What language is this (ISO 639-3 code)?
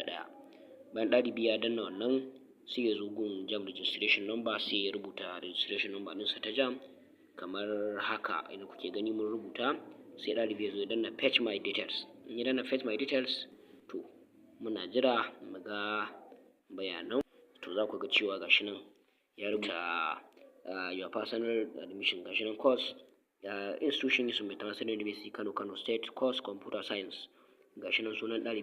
hau